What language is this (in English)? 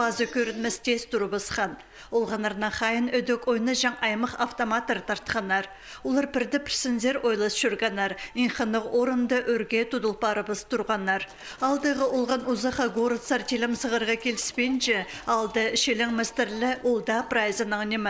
Khakas